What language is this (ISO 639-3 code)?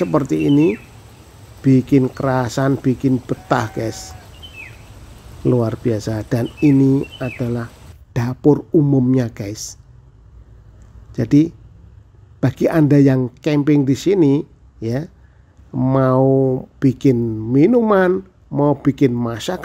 ind